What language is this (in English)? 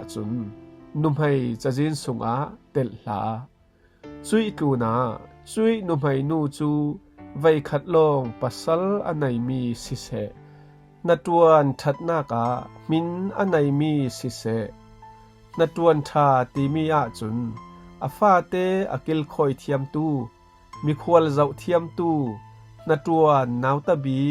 Falam Chin